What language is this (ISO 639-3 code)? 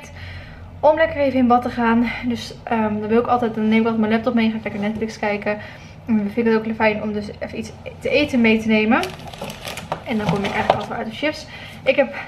nld